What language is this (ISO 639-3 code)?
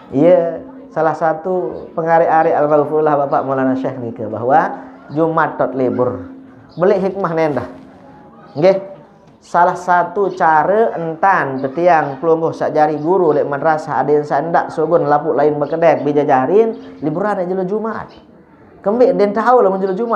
sas